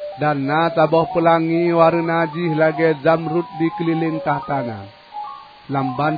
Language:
Achinese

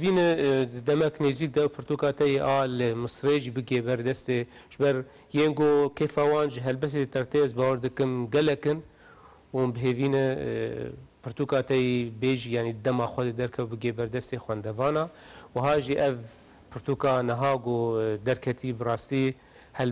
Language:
Kurdish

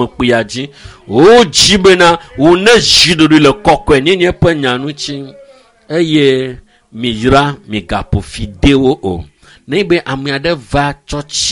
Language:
Ewe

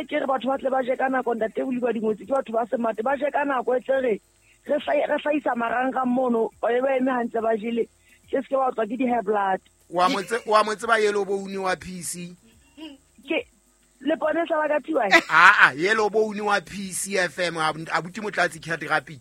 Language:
Southern Sotho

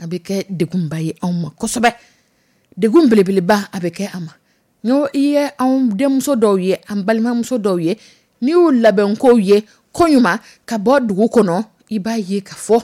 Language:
Dyula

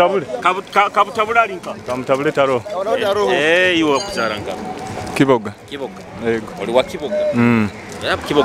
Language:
Nyoro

